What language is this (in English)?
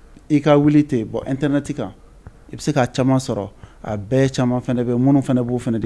Bambara